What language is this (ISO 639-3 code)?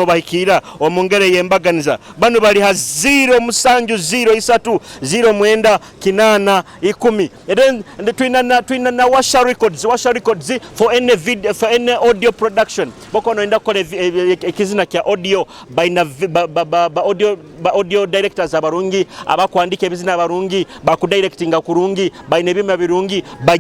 nyo